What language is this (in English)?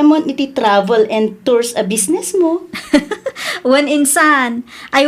Iloko